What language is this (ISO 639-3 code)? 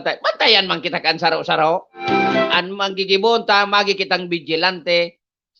bik